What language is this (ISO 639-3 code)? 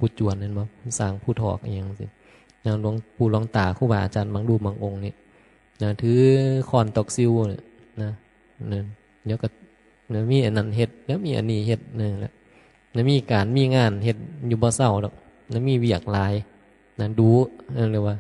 tts